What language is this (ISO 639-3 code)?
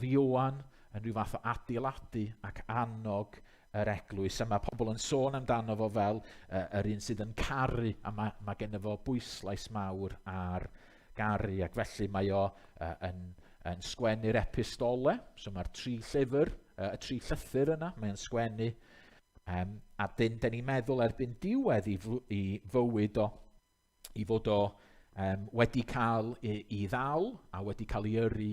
cym